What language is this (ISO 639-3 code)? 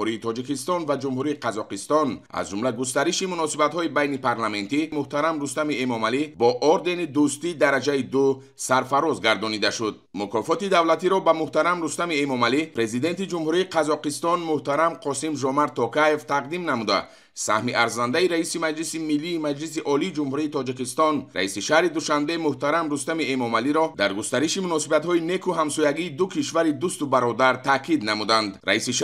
tgk